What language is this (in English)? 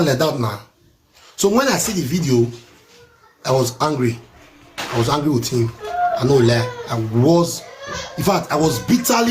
Nigerian Pidgin